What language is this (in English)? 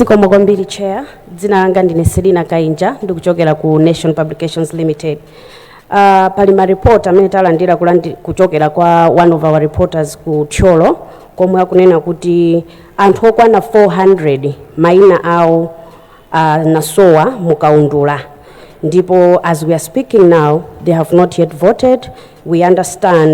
Nyanja